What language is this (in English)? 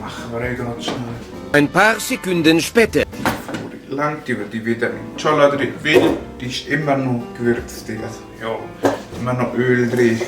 Swiss German